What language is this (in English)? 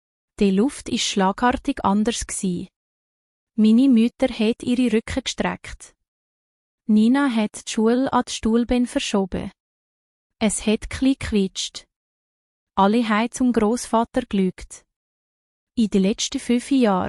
Swiss German